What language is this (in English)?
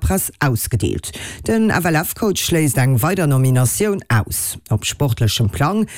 Luxembourgish